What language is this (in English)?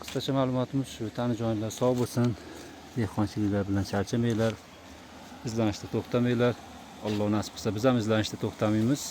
Uzbek